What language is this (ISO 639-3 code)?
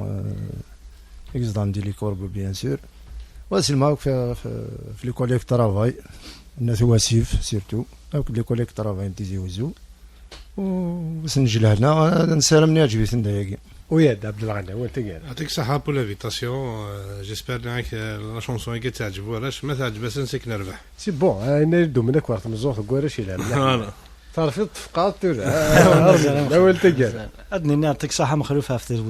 kab